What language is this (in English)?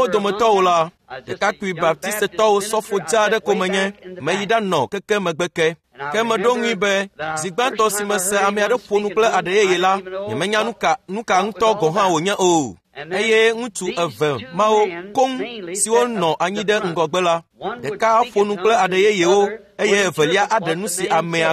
Ewe